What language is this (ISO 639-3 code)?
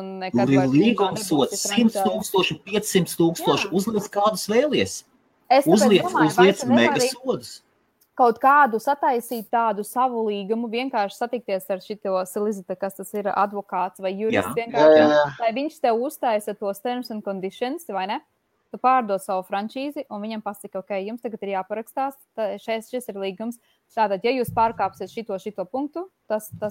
lav